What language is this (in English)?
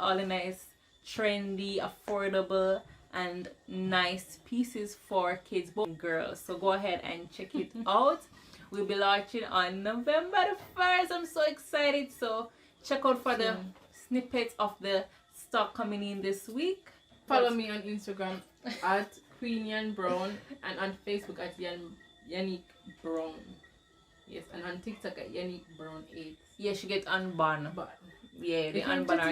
Jamaican Creole English